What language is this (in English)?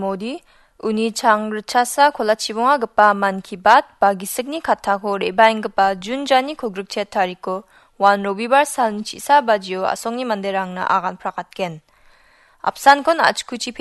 Garo